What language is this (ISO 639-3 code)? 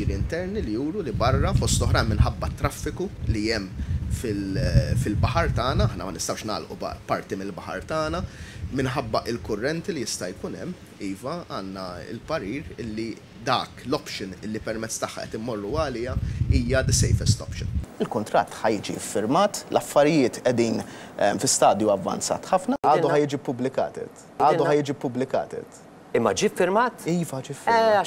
mlt